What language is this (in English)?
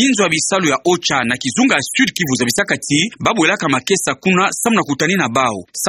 Kituba (Democratic Republic of Congo)